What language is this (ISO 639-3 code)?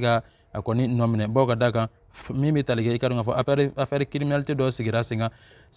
bam